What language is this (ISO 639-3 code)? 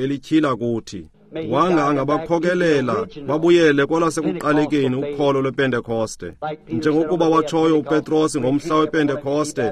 xho